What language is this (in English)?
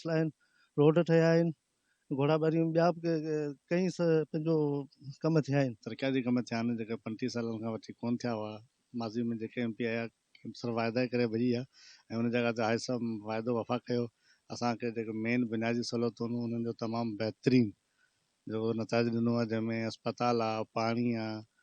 Sindhi